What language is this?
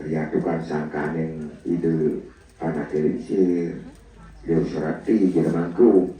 Balinese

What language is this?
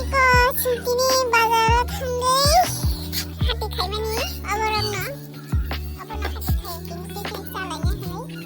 Kok Borok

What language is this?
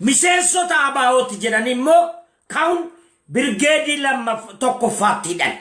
Oromo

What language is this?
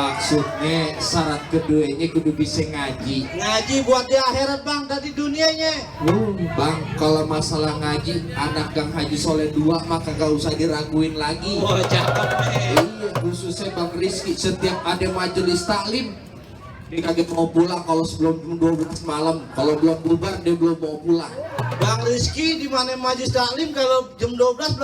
Betawi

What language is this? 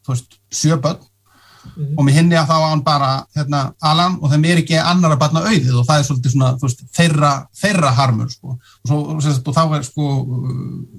Icelandic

